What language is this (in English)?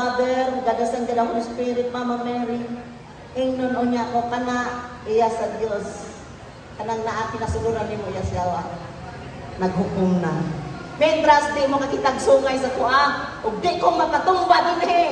Cebuano